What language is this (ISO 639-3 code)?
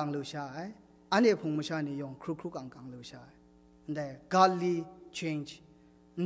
kac